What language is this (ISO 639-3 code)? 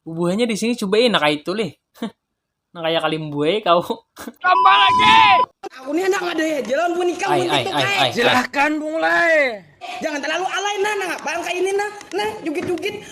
bjn